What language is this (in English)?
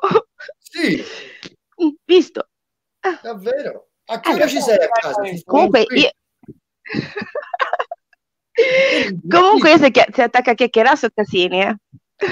Italian